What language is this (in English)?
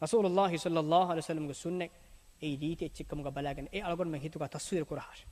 Divehi